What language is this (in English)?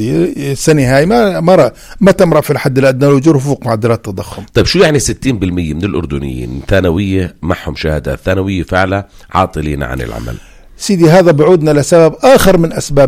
North Levantine Arabic